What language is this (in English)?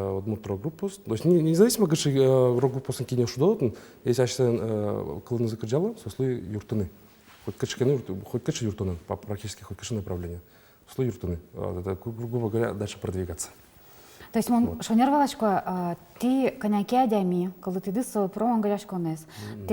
Udmurt